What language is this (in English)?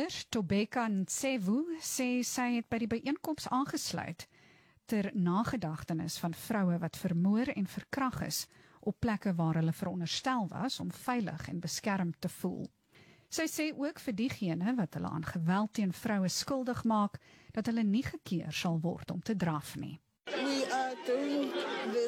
Afrikaans